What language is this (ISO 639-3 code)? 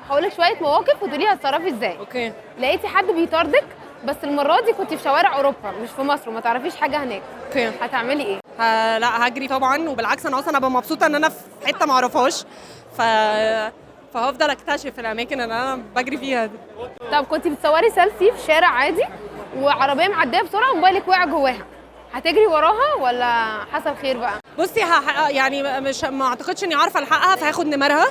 arz